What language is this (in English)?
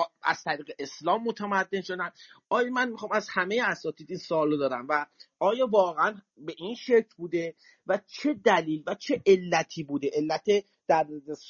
Persian